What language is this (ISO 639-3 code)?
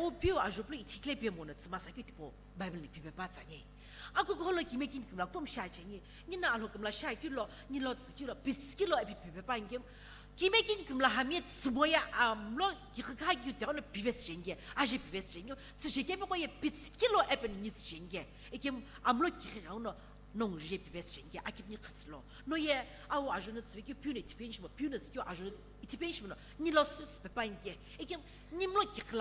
nsm